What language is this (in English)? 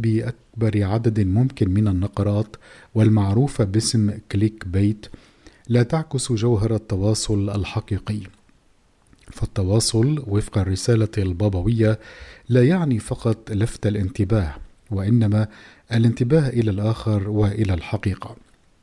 Arabic